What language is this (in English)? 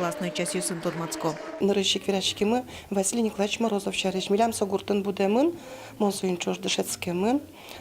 Udmurt